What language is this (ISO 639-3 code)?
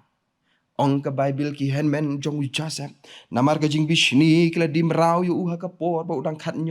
kha